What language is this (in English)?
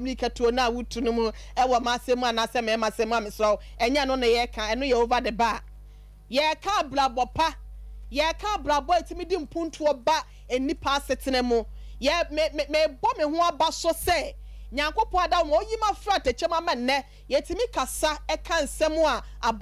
Akan